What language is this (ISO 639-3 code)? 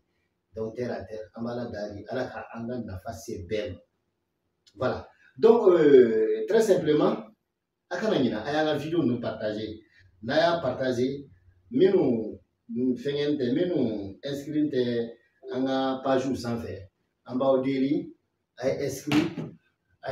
bam